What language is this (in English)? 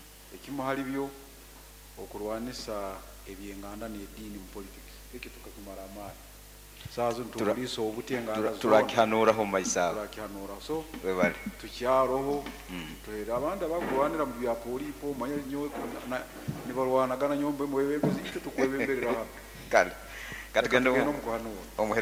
Nyoro